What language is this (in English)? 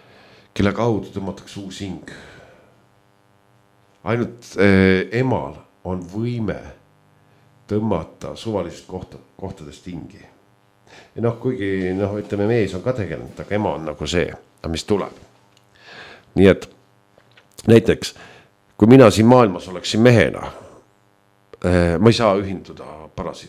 Estonian